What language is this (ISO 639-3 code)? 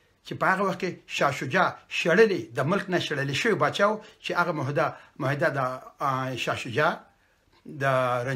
pus